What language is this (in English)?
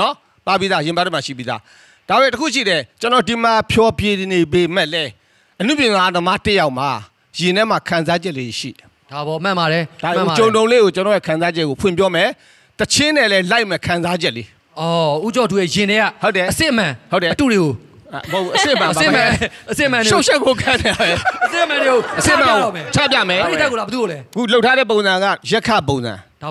Burmese